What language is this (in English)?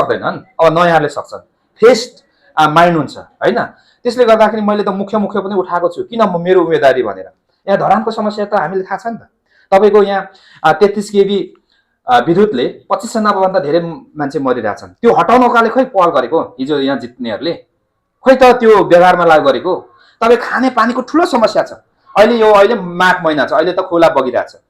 Nepali